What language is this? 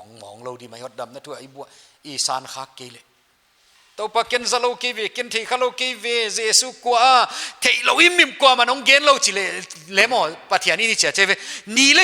Paite Chin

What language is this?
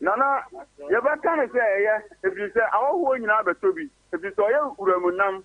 Akan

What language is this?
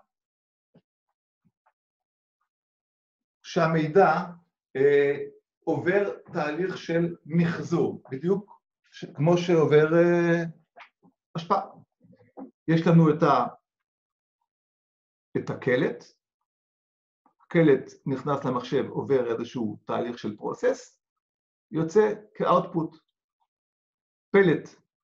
Hebrew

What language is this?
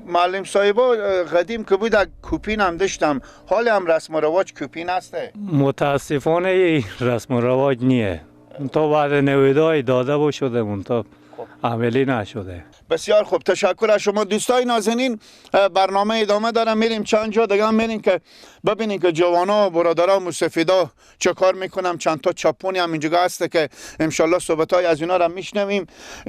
Persian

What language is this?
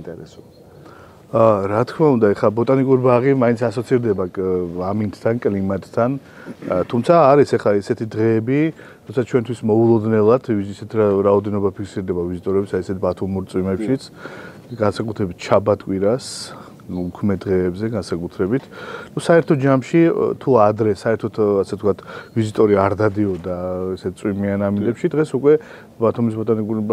Georgian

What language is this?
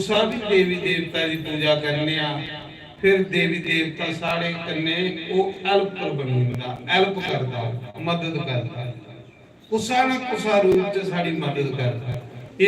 Dogri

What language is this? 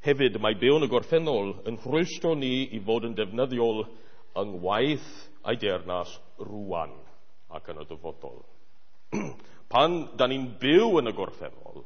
Welsh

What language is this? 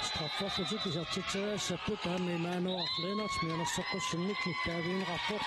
Kalaallisut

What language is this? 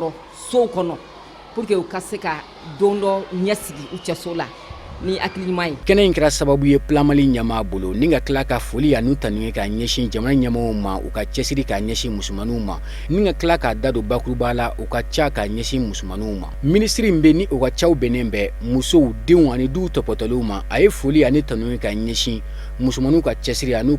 Bambara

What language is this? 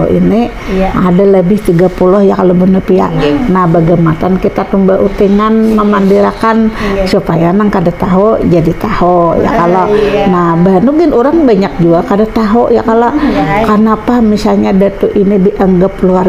Banjar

